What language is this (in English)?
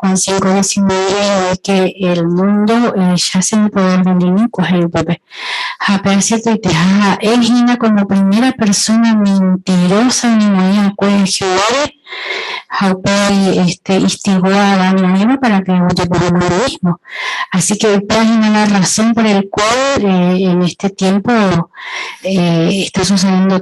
Guarani